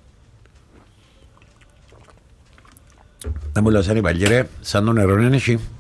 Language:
Greek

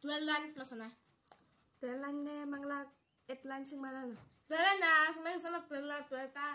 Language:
Kok Borok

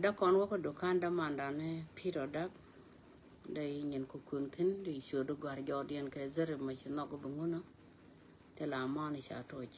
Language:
Nuer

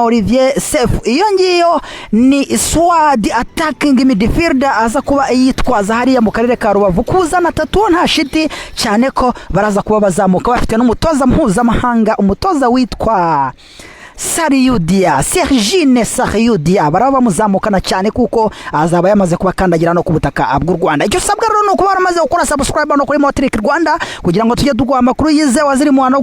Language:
Kinyarwanda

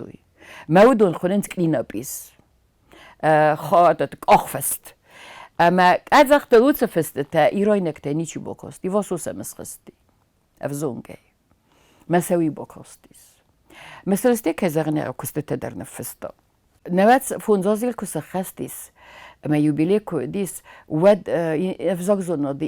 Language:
Ossetic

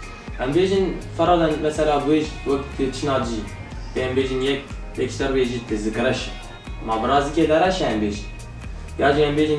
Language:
Kurdish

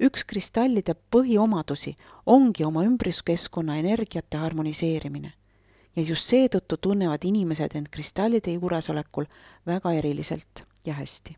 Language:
Estonian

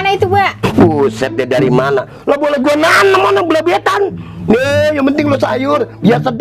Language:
Betawi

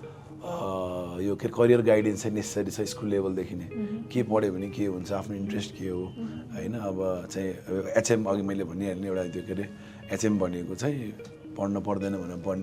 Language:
Nepali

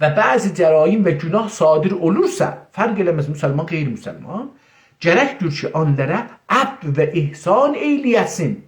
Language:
South Azerbaijani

